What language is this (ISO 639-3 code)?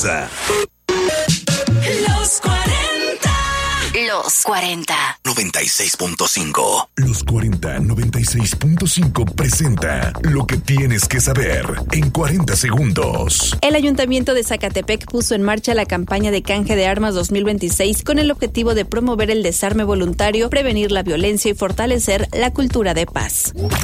spa